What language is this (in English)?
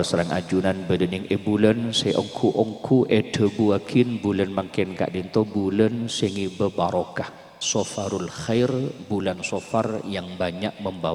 Madurese